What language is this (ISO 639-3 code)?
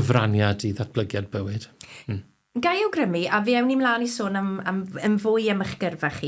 cym